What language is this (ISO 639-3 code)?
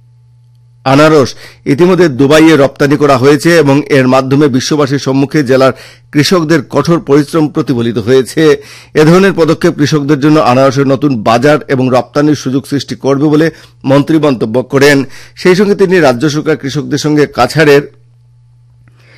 ben